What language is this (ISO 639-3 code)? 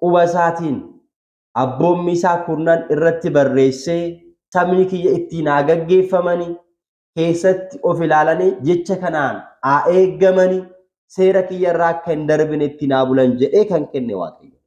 orm